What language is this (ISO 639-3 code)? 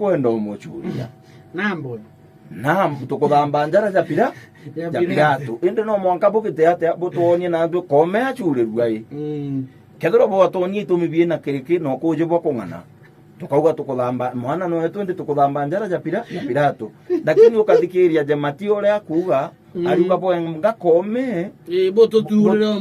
mer